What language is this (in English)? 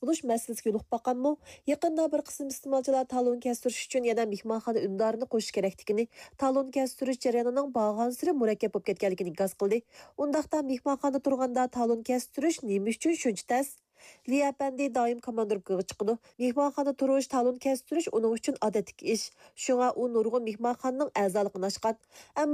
Uyghur